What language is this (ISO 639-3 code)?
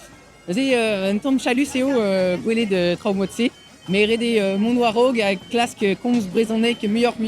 bre